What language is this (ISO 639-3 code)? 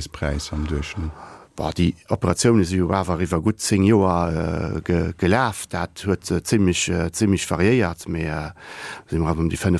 ltz